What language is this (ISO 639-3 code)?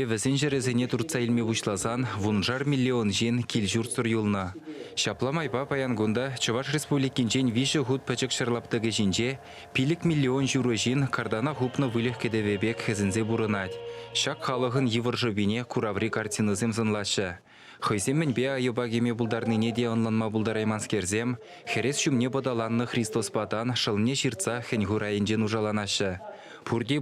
chv